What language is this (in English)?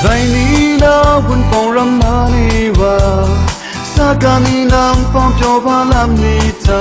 Kachin